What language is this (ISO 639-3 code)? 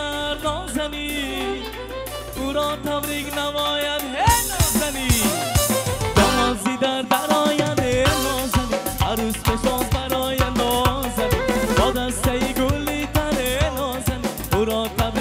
tgk